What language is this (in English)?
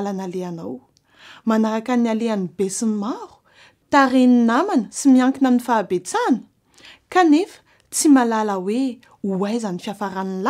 Malagasy